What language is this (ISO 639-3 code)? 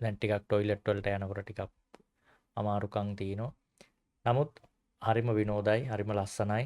sin